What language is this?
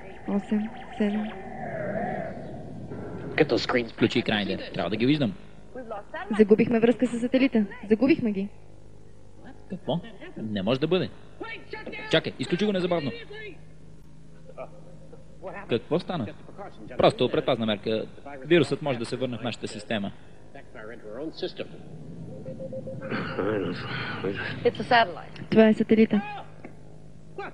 Bulgarian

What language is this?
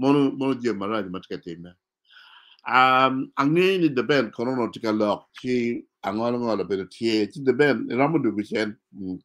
Acoli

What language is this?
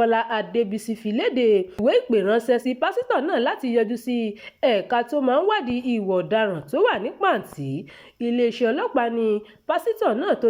Yoruba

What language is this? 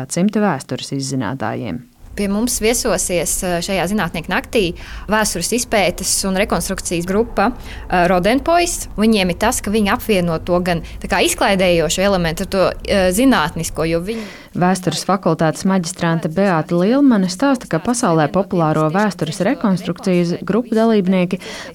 Latvian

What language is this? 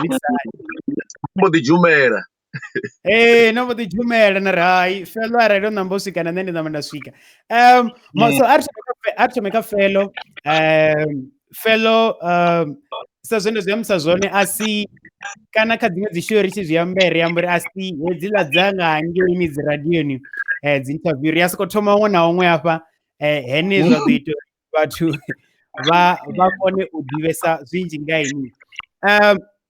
Venda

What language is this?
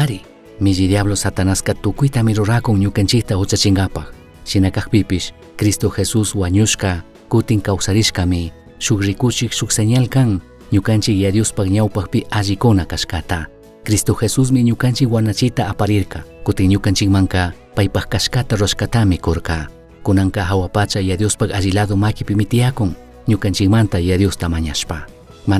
Chimborazo Highland Quichua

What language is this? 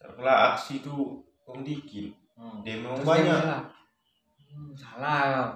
Musi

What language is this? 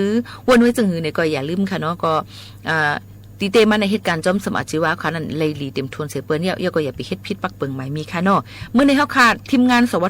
Shan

